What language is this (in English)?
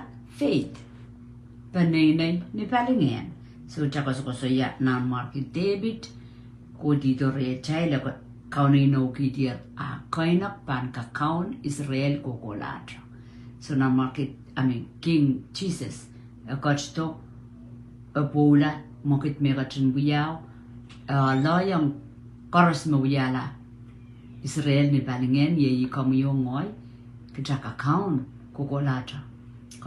Pohnpeian